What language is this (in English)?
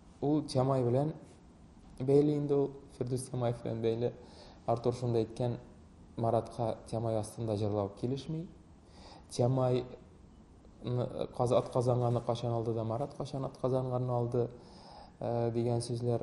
Tatar